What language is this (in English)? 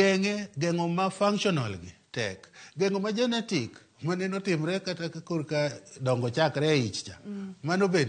Luo (Kenya and Tanzania)